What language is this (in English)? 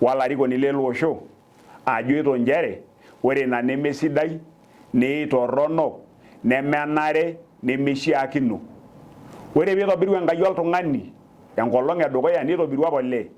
Masai